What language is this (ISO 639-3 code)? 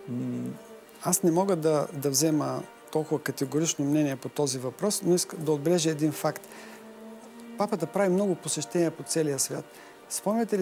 bul